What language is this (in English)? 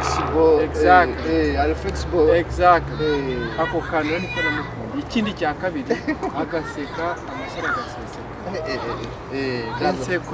Kinyarwanda